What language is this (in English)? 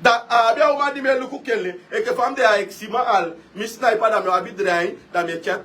Sranan Tongo